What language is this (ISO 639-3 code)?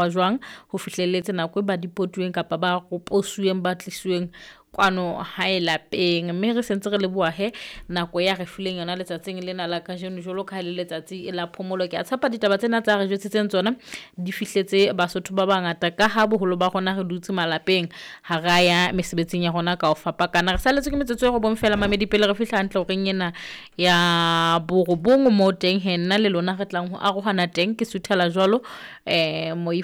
sot